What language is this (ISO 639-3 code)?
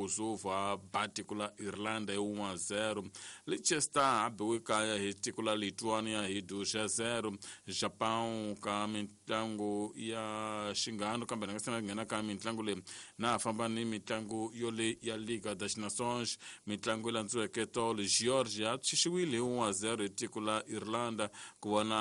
tso